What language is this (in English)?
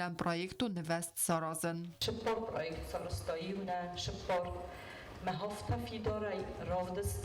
Ossetic